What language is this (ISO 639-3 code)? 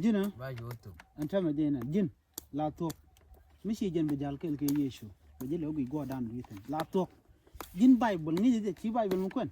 nus